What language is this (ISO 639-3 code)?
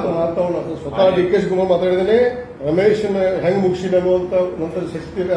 kan